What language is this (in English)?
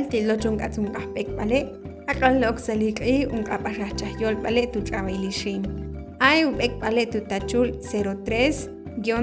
Ixil